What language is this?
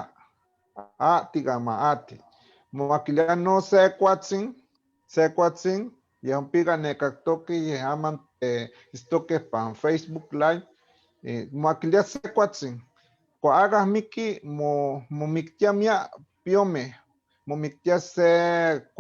Eastern Huasteca Nahuatl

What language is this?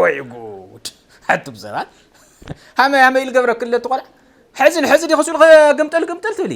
Tigrinya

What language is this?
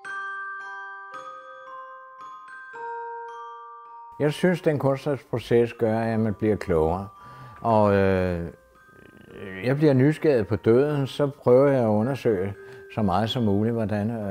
Danish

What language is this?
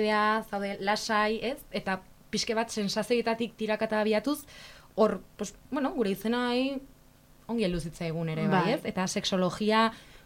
Basque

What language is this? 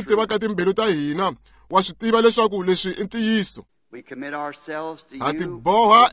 Tsonga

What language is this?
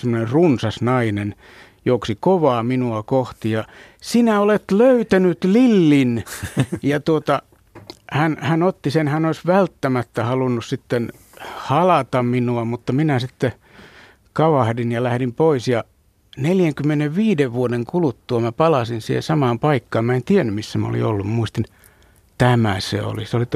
Finnish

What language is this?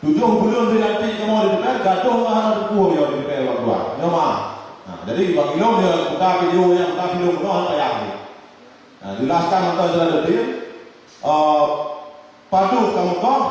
Achinese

